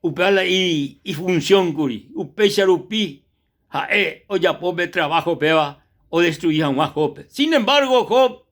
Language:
Guarani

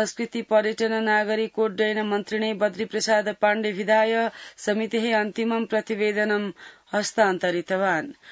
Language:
Sanskrit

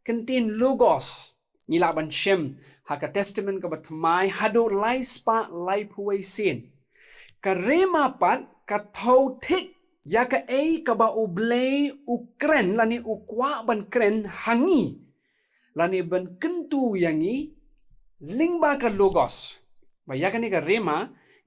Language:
Khasi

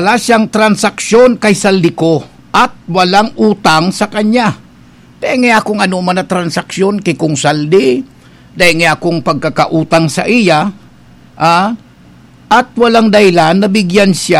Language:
Bikol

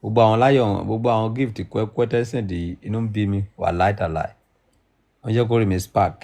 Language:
Yoruba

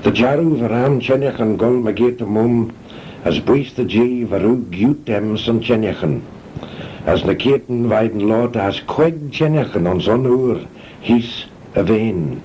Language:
Manx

